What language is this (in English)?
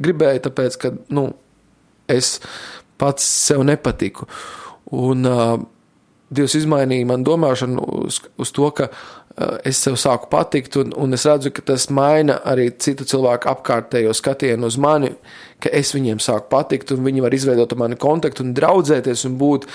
Latvian